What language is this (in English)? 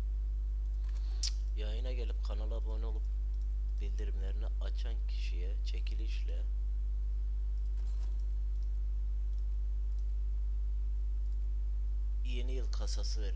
Turkish